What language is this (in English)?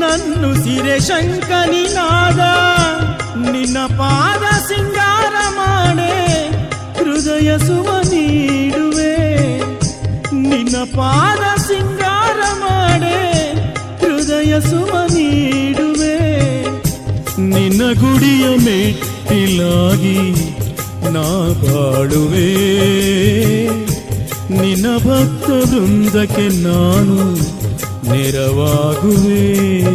Kannada